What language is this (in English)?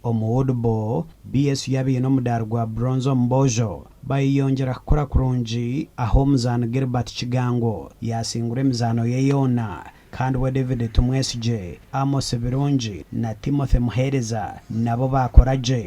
Nyankole